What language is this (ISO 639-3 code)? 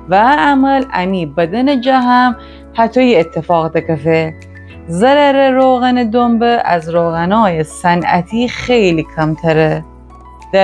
glk